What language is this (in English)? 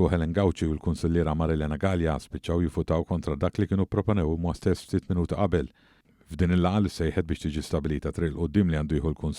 Maltese